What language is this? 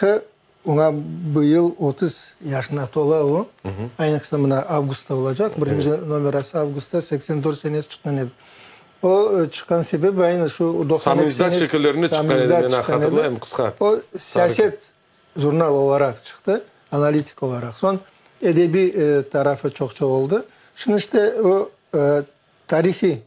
Crimean Tatar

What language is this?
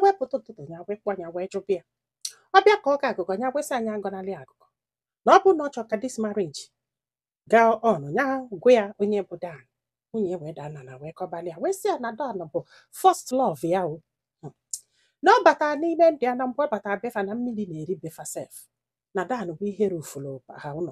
Igbo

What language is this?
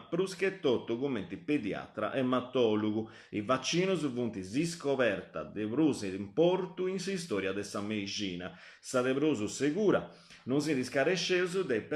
Sardinian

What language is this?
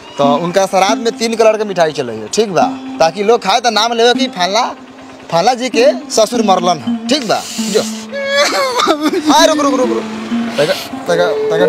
Bhojpuri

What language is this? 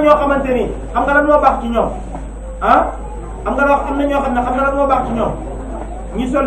Wolof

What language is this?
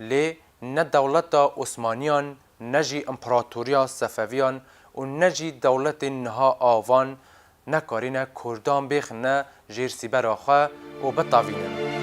Kurdish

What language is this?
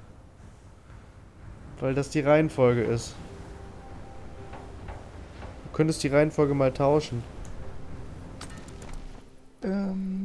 German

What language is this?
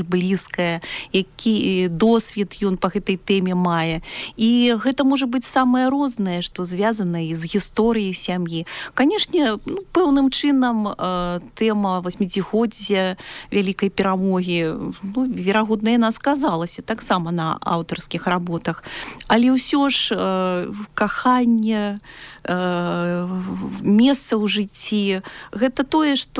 Belarusian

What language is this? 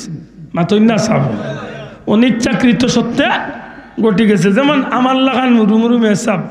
Sylheti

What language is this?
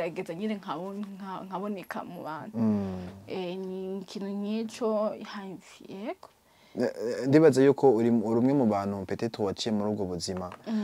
Rundi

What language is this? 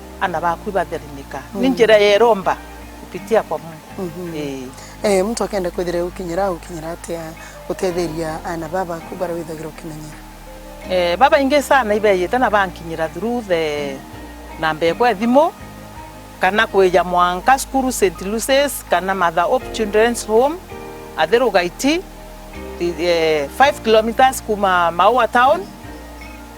Meru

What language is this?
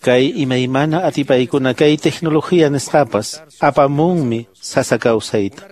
Quechua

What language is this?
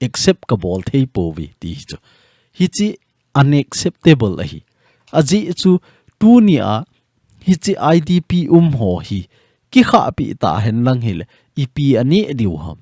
Thado Chin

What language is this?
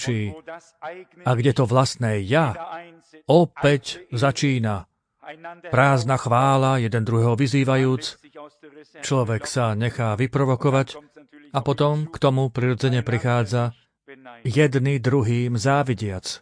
Slovak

